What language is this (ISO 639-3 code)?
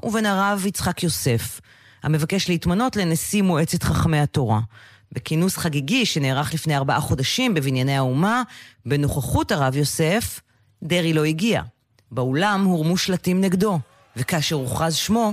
heb